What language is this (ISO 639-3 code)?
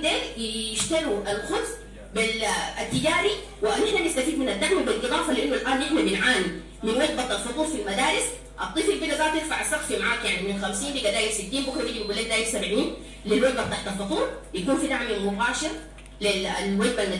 apd